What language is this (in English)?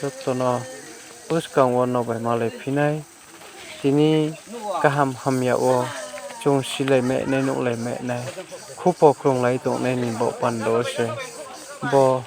Riang (India)